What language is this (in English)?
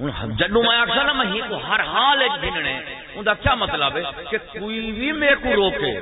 Saraiki